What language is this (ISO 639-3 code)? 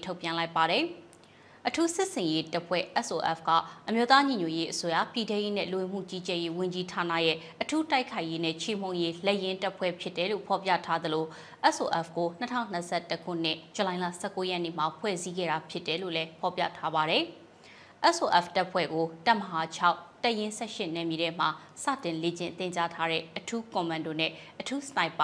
mya